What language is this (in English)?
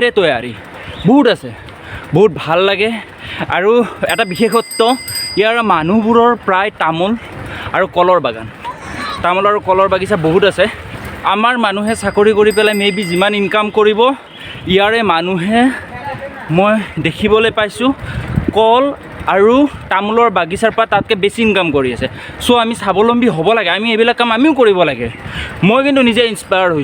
Assamese